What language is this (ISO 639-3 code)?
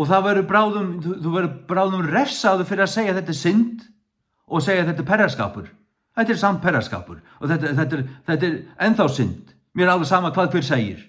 fao